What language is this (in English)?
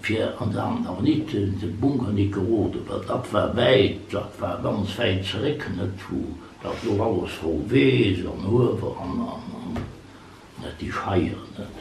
Luxembourgish